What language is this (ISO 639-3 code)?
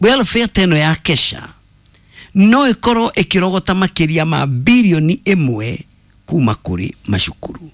kik